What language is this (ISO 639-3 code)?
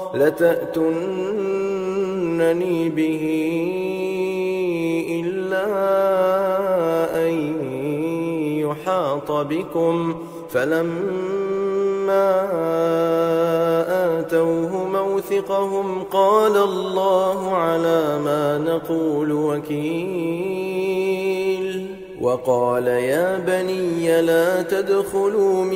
ara